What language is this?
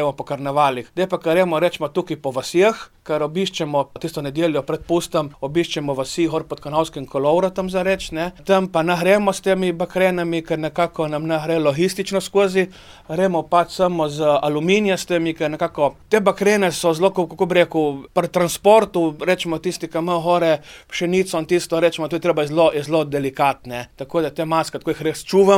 Slovenian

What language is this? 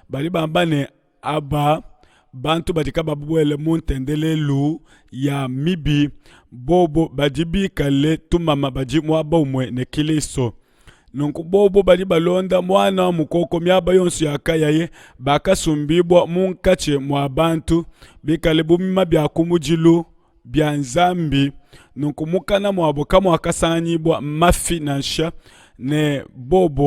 Luba-Lulua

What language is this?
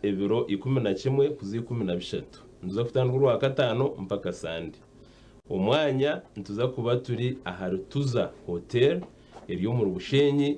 Nyankole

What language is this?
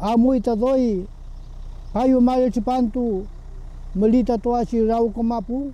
Mapuche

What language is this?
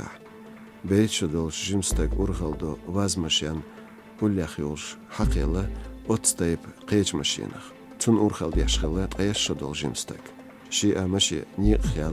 Chechen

